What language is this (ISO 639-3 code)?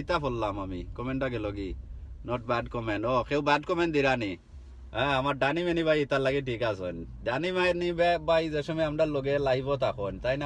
syl